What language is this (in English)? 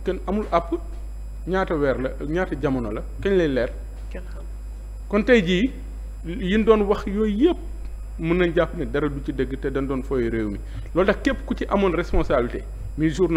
Wolof